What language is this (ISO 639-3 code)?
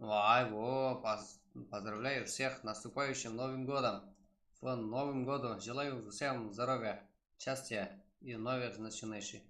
kaa